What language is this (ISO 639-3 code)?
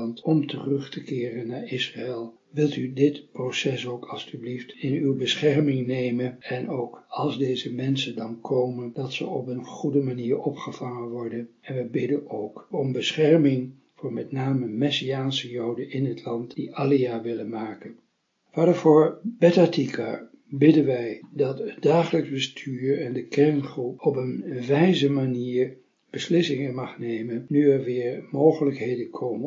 nld